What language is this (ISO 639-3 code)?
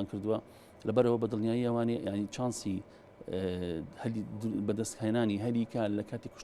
ckb